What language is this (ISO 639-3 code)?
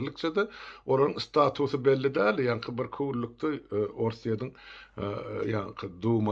tuk